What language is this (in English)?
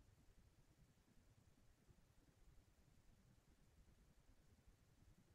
English